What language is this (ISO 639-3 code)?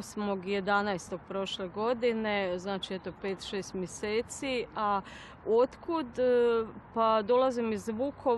hrv